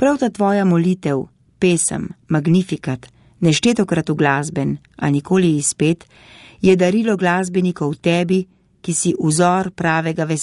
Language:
Slovenian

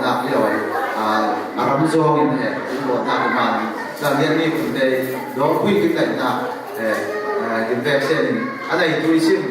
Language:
Falam Chin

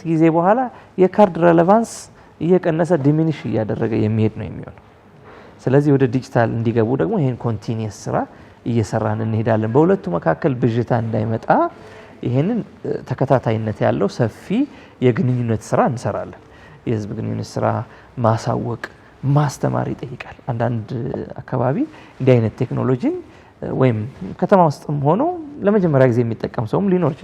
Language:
Amharic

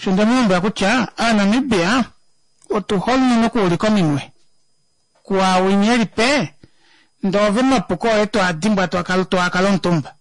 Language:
Kuanyama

